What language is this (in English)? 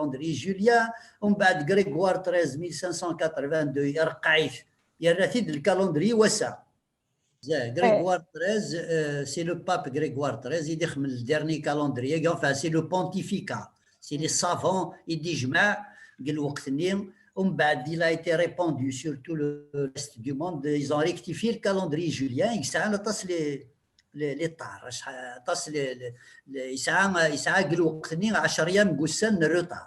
Kabyle